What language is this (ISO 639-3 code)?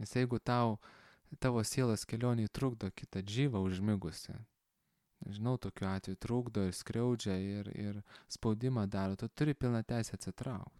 lit